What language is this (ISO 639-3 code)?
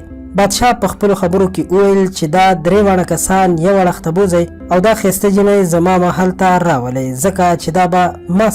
pus